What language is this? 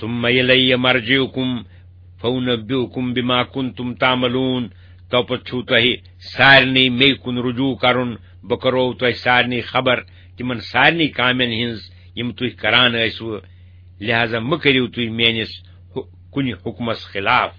Kashmiri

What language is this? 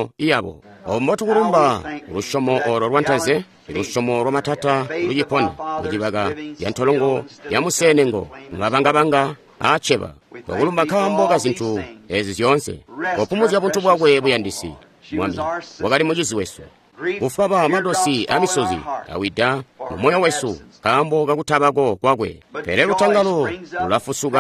Tonga (Zambia)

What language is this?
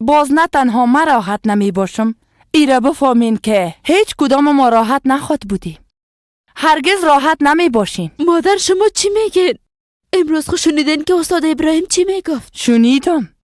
Persian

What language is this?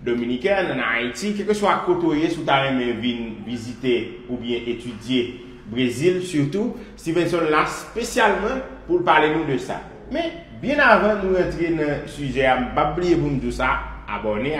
Haitian Creole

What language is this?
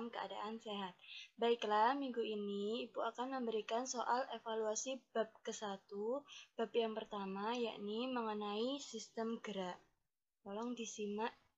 Indonesian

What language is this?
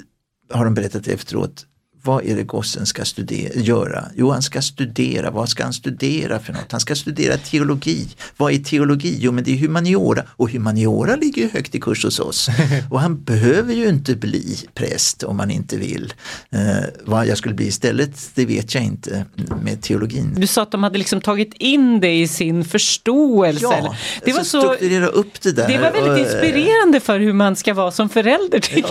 Swedish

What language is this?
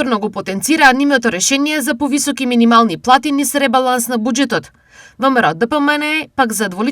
Macedonian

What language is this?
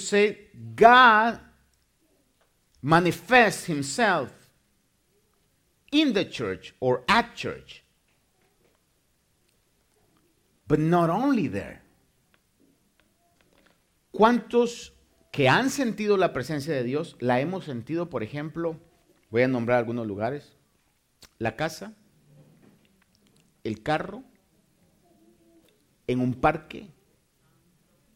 Spanish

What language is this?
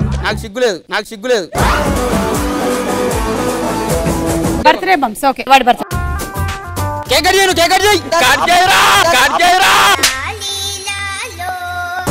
Telugu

